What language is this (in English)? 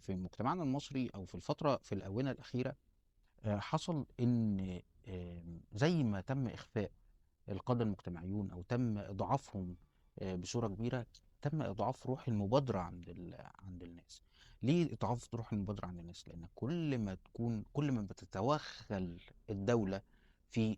Egyptian Arabic